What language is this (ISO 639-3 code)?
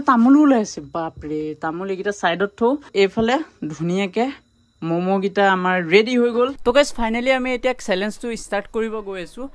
asm